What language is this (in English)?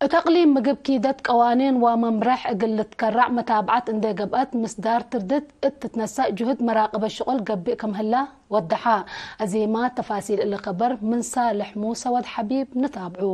Tigre